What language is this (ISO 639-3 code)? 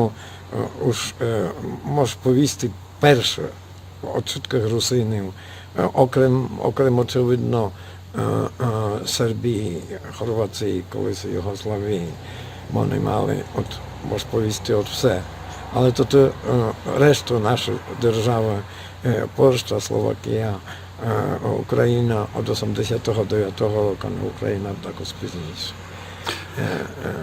rue